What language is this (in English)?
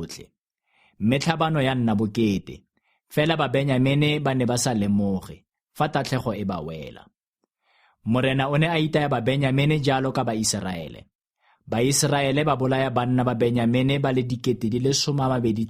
Tswana